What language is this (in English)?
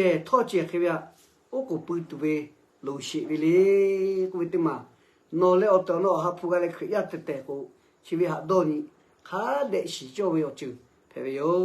Lahu